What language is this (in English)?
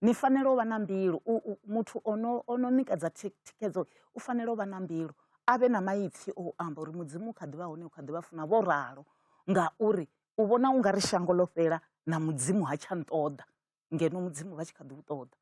Venda